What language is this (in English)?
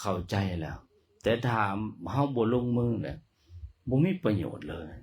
Lao